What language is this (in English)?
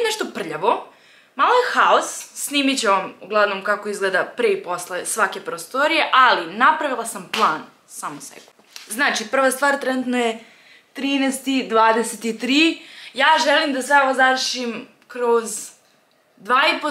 Serbian